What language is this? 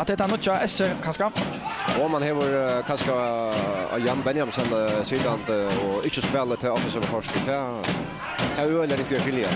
Faroese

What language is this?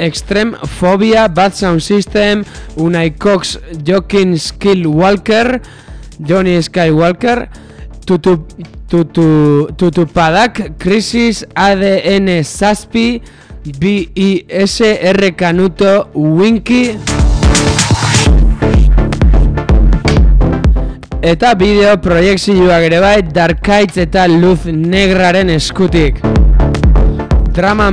Basque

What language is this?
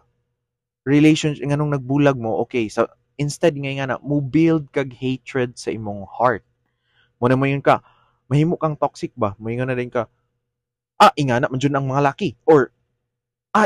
Cebuano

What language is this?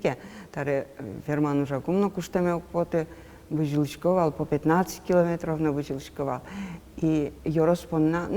Udmurt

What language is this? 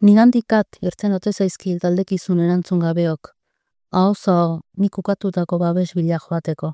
Basque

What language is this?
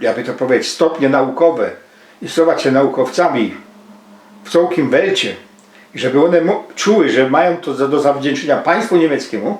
Silesian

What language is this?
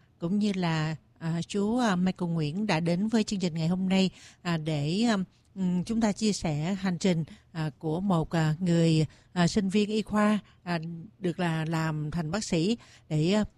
Vietnamese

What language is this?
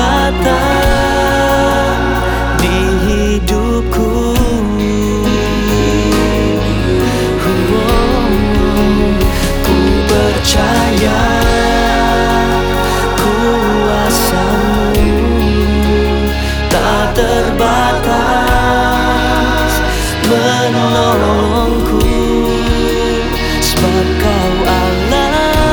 Indonesian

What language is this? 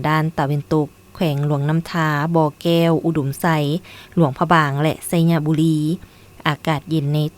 Lao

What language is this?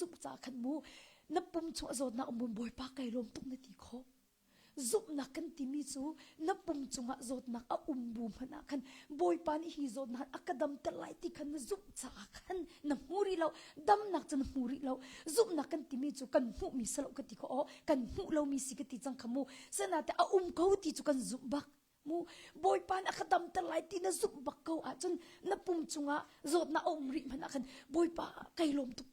Hakha Chin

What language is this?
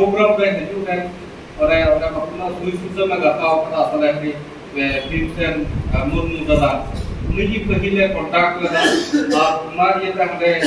Santali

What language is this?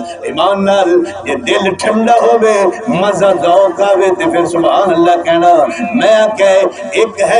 Saraiki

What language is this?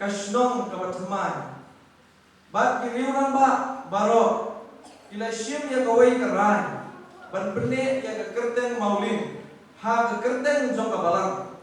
Khasi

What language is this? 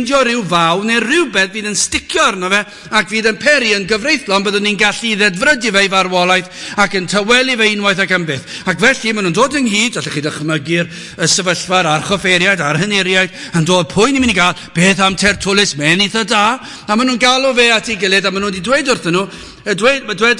Welsh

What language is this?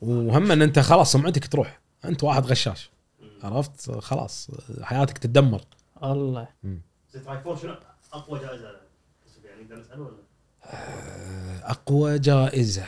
Gulf Arabic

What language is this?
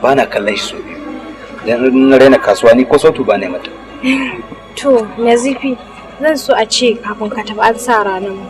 Hausa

